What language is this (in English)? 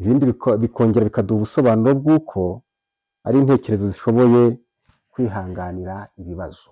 Kinyarwanda